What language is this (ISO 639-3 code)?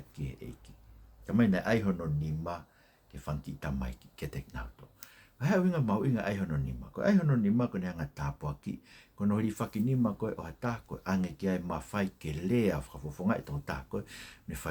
ton